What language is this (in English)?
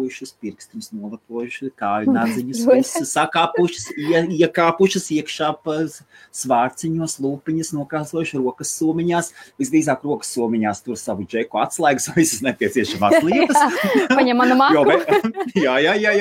Latvian